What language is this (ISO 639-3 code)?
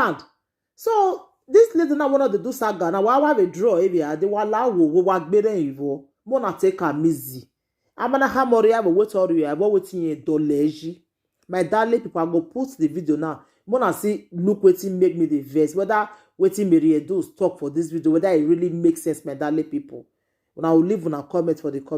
pcm